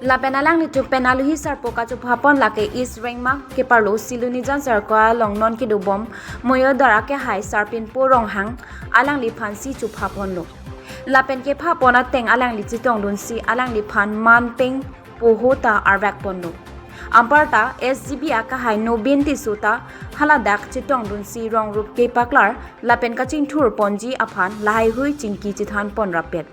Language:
Karbi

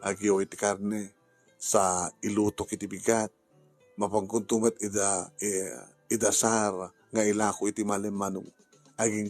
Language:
Iloko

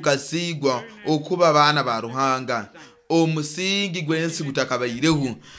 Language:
Nyoro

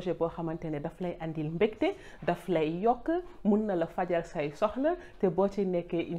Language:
Wolof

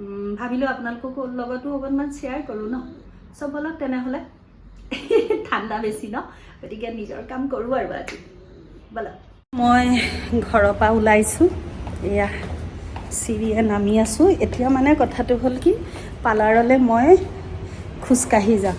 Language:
Assamese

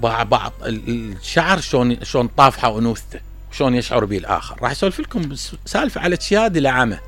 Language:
Mesopotamian Arabic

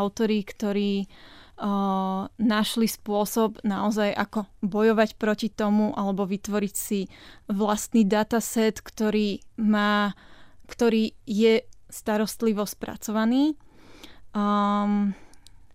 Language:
Slovak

